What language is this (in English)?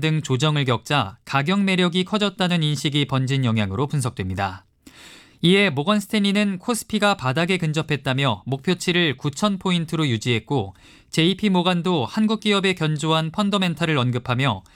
Korean